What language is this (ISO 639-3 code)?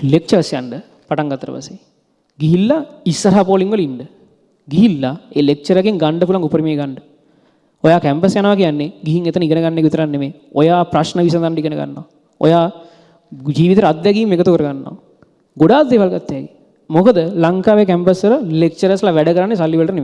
sin